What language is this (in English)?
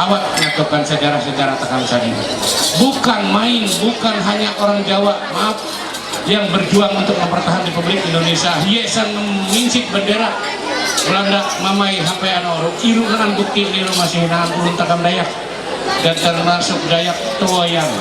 Ma'anyan